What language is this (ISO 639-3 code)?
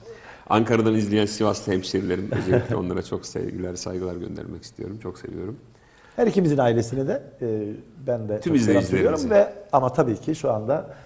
tur